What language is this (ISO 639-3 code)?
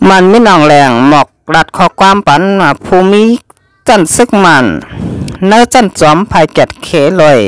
shn